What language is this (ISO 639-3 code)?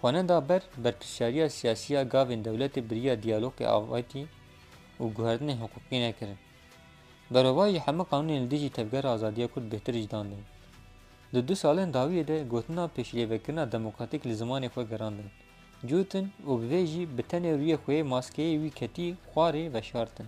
kur